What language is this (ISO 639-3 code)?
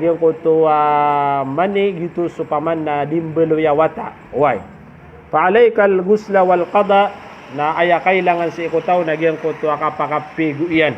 mrw